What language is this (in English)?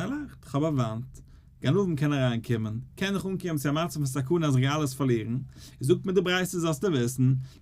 Yiddish